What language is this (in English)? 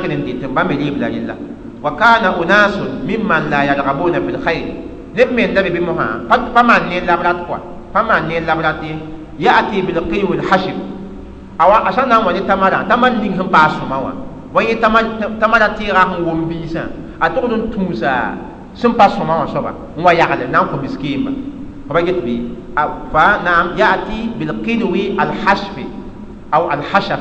Mossi